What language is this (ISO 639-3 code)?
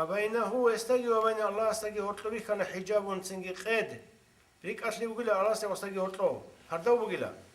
ava